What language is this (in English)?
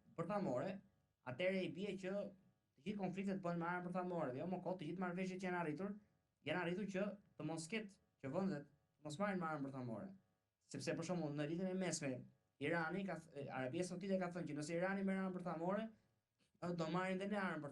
Albanian